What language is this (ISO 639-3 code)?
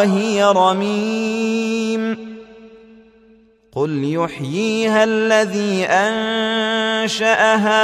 ara